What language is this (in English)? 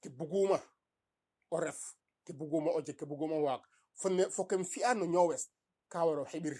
Serer